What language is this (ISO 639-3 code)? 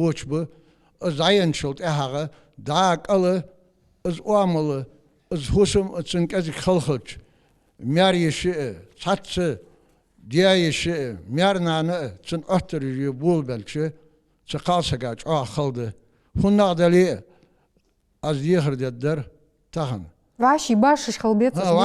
inh